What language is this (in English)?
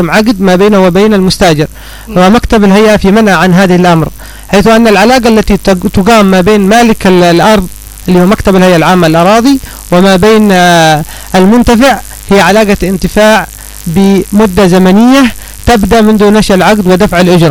Arabic